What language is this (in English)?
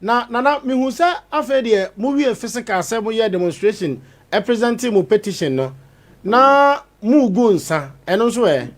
Akan